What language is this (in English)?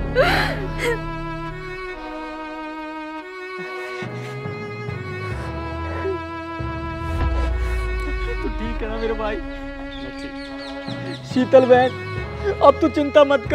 Hindi